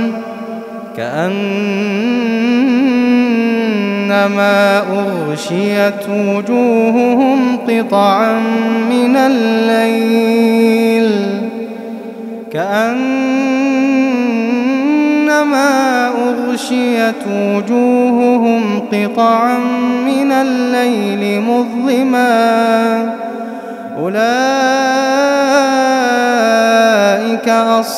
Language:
Arabic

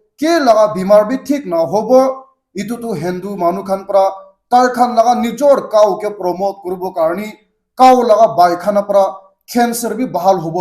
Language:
Naga Pidgin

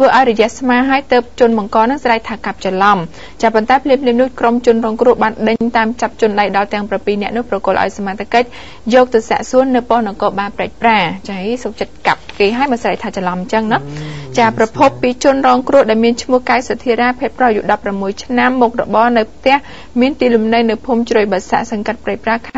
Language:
Khmer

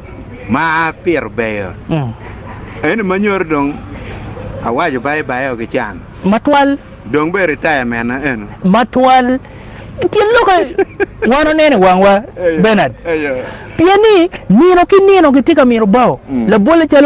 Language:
Acoli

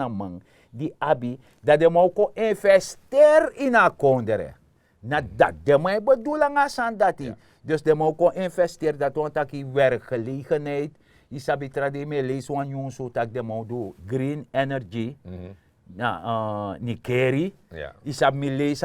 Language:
Sranan Tongo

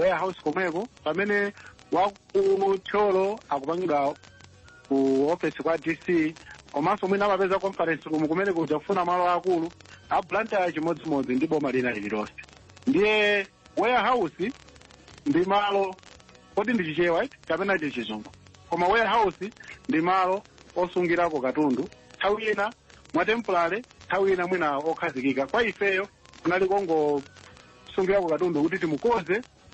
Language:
Nyanja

